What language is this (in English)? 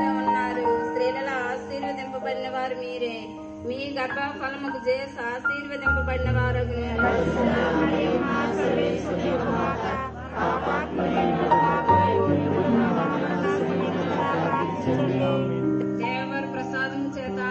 Telugu